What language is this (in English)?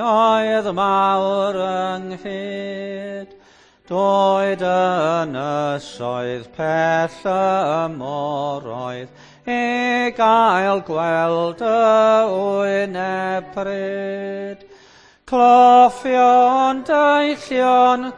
Welsh